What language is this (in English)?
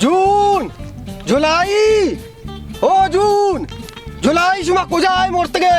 Baluchi